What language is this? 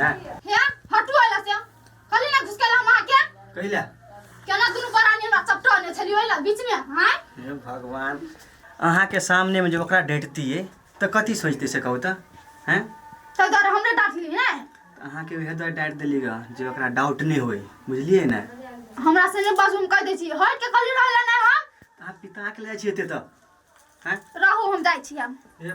Maithili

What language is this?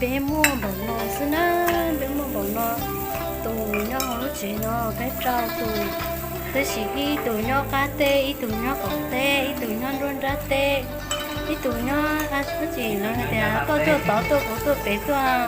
Hmong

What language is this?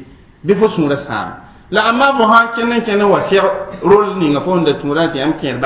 Mossi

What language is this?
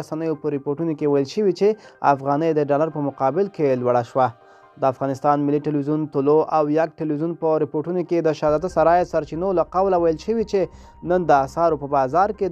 Pashto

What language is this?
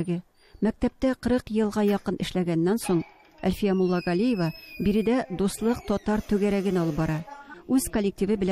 Tatar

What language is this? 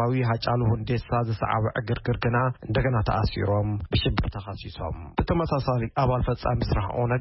Tigrinya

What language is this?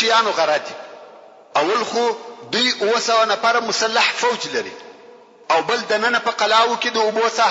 Pashto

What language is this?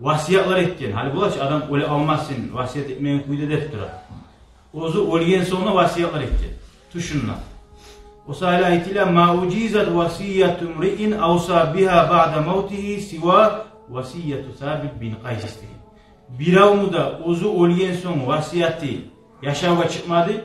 Kumyk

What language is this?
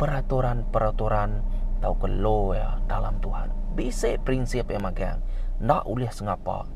Iban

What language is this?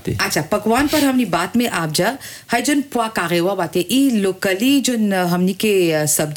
Bhojpuri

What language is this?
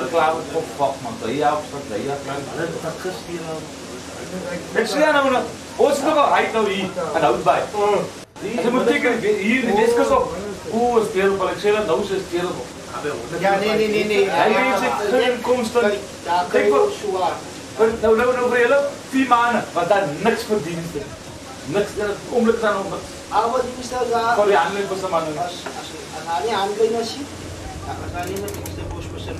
Afrikaans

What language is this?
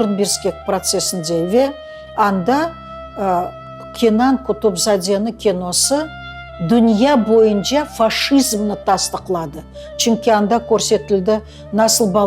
Crimean Tatar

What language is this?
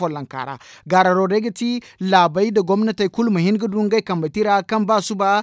Zarma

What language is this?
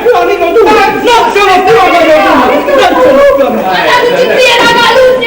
Neapolitan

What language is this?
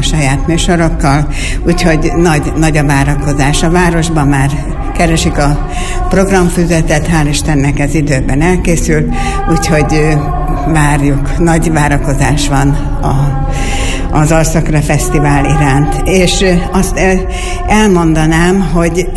Hungarian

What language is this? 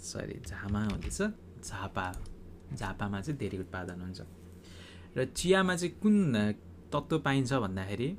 Nepali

